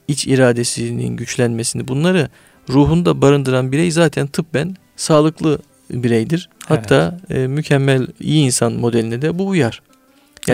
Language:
Turkish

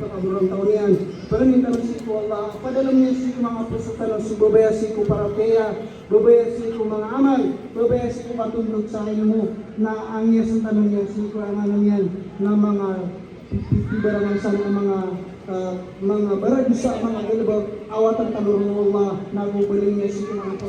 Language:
Maranao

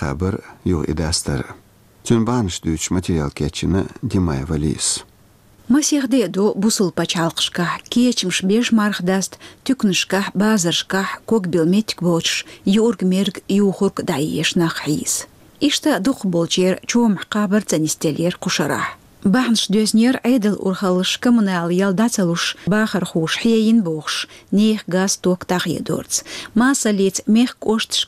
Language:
Chechen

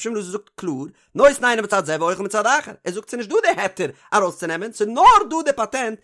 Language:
Yiddish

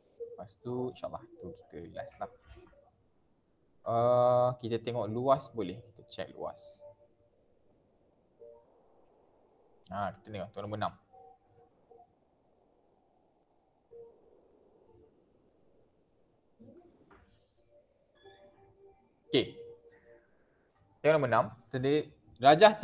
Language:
Malay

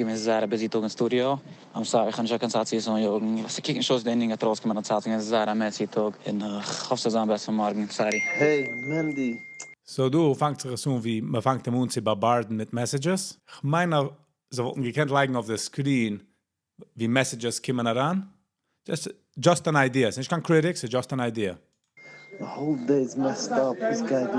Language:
Yiddish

